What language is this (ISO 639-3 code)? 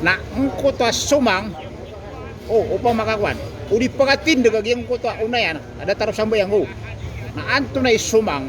mrw